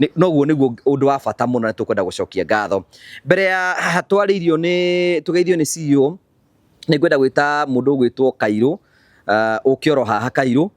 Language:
Kikuyu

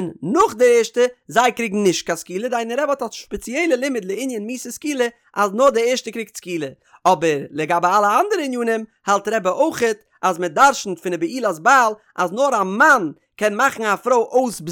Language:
Yiddish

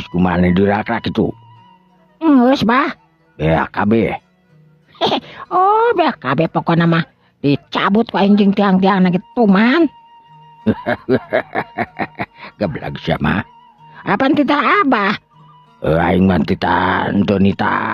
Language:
Sundanese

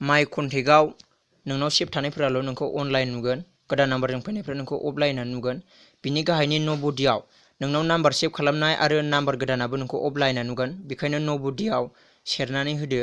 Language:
Bodo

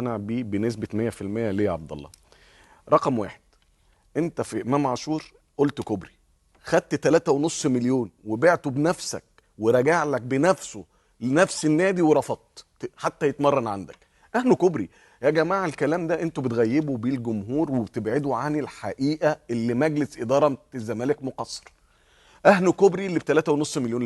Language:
Egyptian Arabic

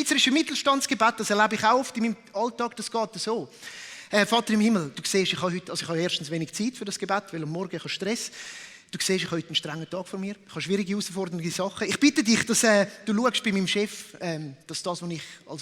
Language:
Swiss German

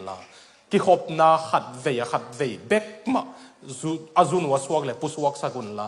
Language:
Tedim Chin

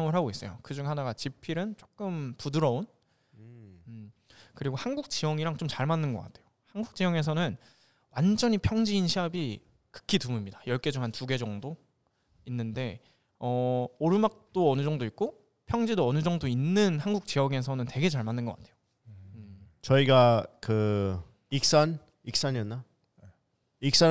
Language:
Korean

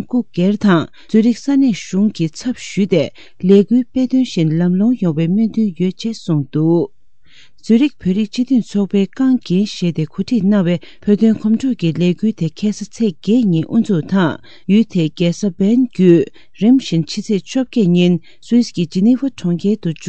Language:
Tibetan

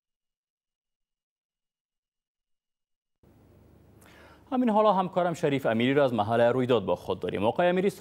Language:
Persian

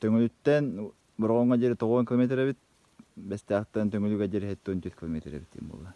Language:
Yakut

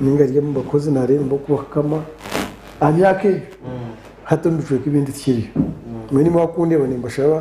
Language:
Nyankole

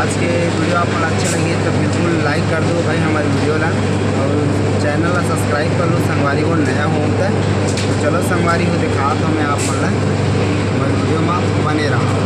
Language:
Chhattisgarhi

